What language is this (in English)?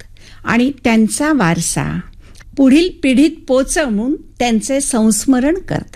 Marathi